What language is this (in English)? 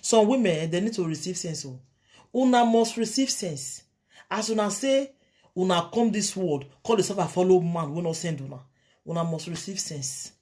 Nigerian Pidgin